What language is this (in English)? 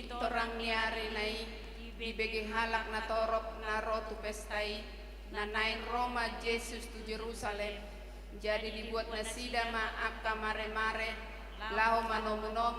Batak Toba